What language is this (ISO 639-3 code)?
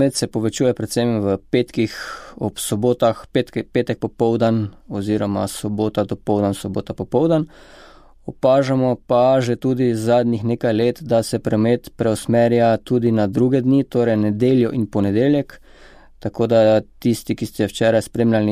slv